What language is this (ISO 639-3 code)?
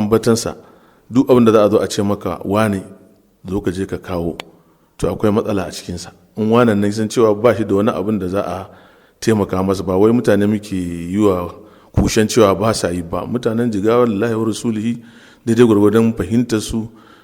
hau